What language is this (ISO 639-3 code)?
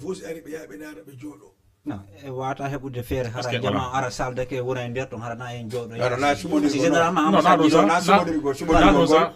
ful